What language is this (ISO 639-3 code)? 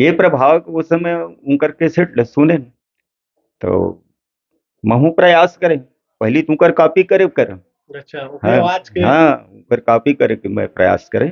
hne